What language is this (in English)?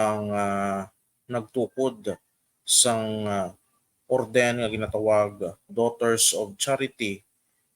Hiligaynon